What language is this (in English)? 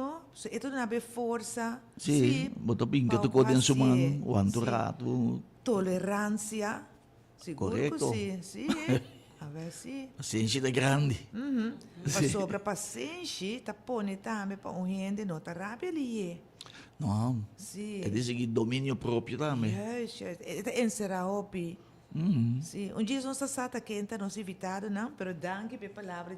Papiamento